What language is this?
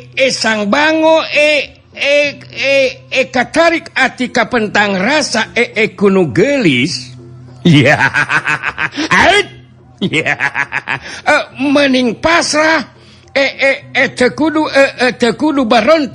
Sundanese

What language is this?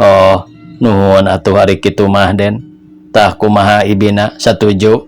Sundanese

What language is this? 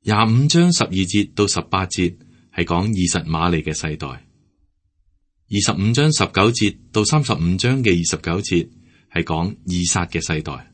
Cantonese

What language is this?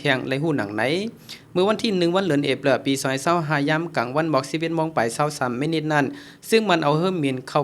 Shan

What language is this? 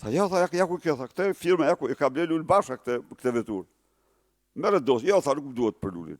Albanian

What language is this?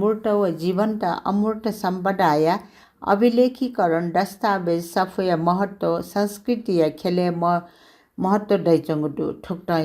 Newari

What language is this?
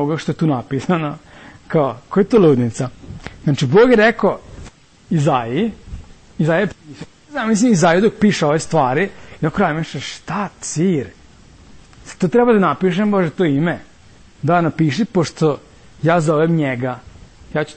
Serbian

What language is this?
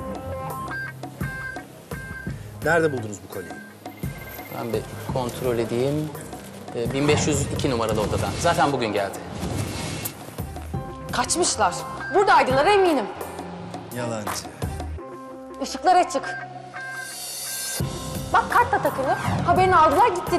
Turkish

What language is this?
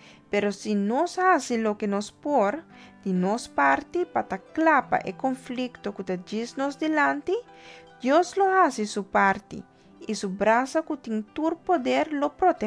Papiamento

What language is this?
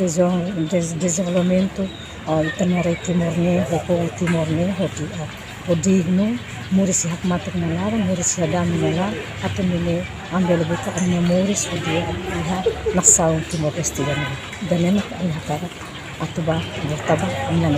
Tetum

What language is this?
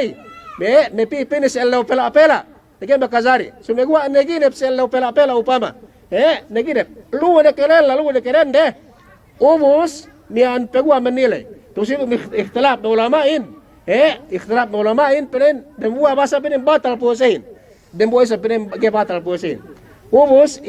Yakan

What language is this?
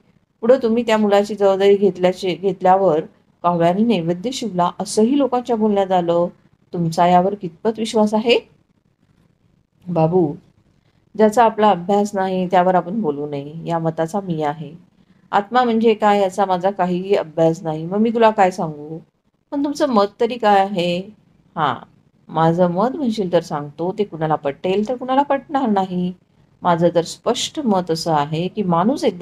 Marathi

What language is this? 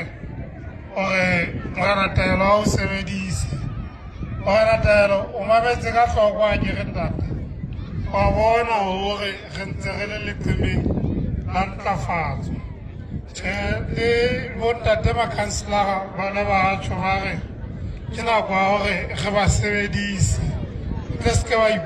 Southern Sotho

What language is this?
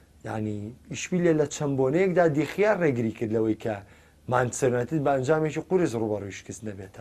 Central Kurdish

